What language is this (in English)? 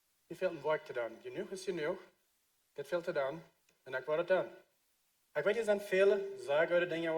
Plautdietsch